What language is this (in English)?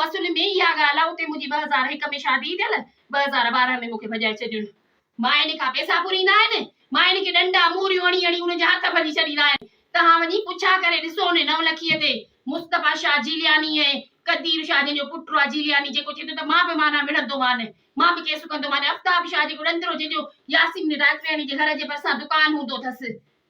Sindhi